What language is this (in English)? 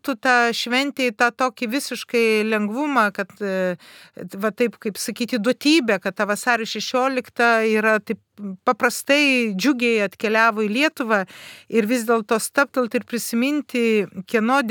Lithuanian